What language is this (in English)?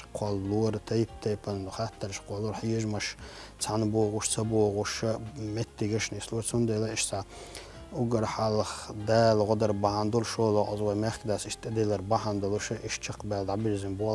Chechen